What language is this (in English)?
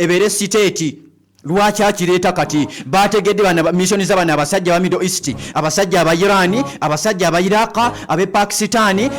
Ganda